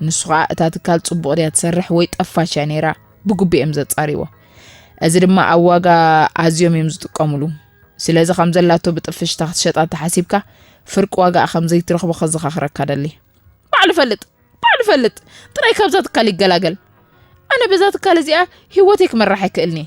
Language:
Tigrinya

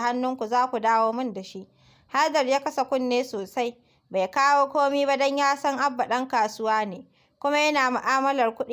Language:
Hausa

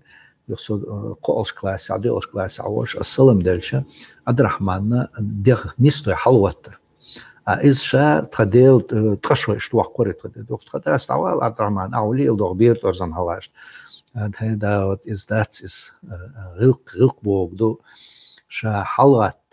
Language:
Chechen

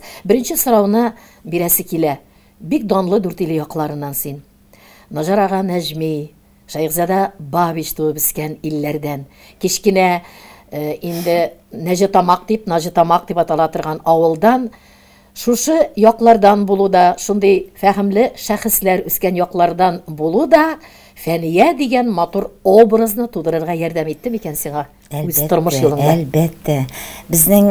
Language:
Tatar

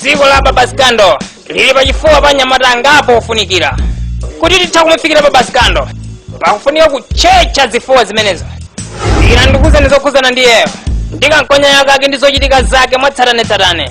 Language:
Nyanja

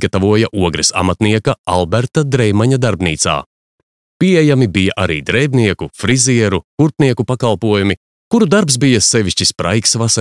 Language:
Latvian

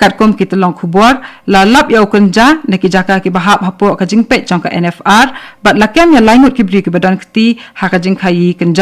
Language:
Khasi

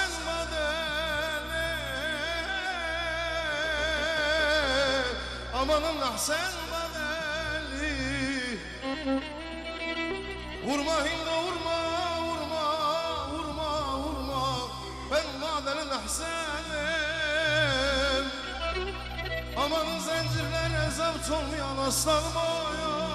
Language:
Turkish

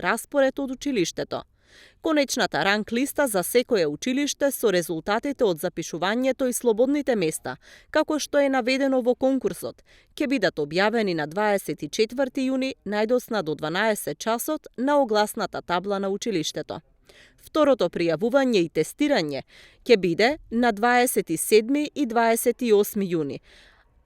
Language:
Macedonian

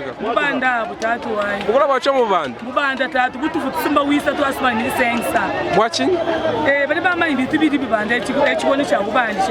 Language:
Luba-Lulua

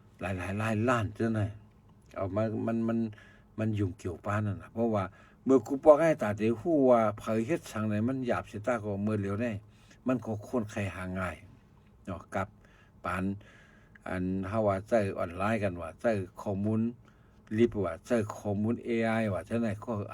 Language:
Shan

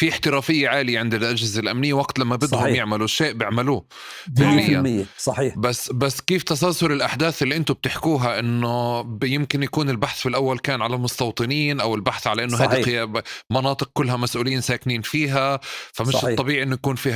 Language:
North Levantine Arabic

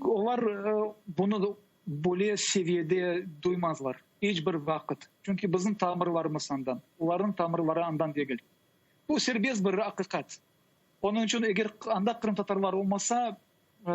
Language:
Crimean Tatar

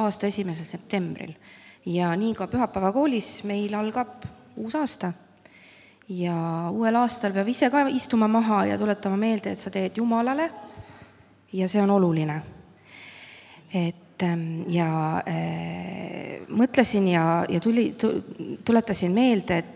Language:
Estonian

